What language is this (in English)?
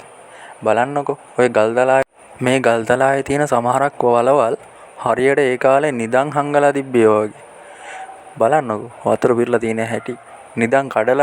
Sinhala